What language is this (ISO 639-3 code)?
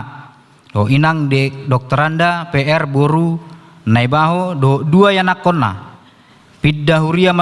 bbc